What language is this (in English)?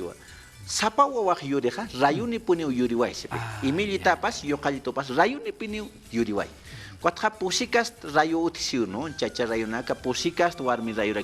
Aymara